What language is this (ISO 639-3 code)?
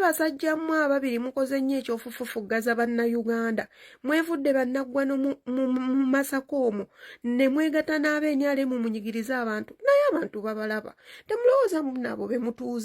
lug